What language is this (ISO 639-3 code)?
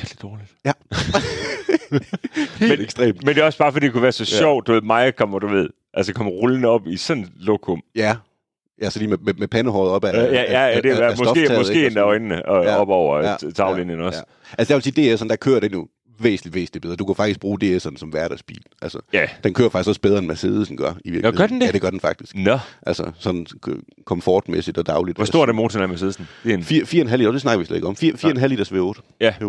dan